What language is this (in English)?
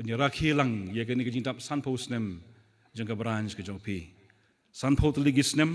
Khasi